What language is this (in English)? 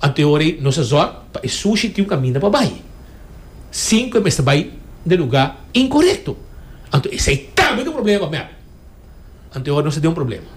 Papiamento